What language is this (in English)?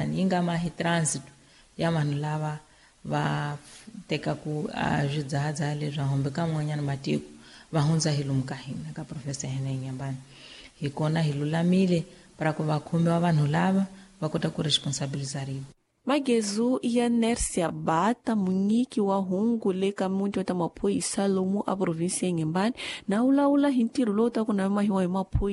Tsonga